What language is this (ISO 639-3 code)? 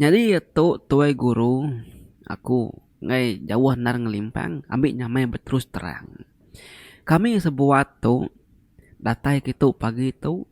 iba